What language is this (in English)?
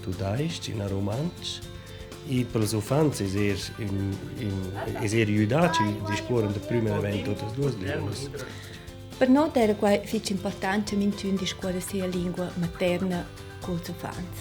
Romansh